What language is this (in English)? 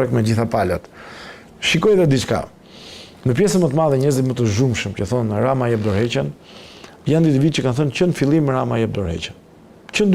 Albanian